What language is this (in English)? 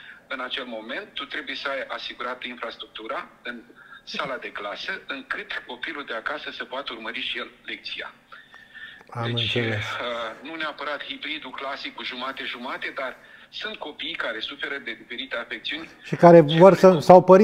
Romanian